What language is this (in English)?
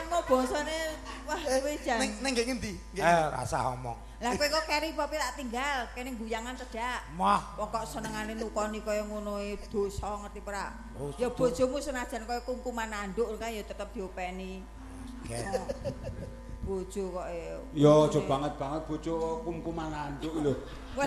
Javanese